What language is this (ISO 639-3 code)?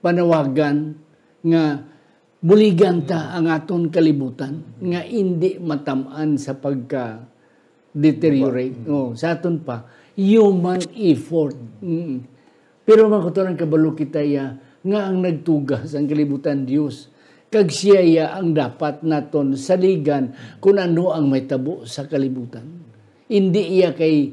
hil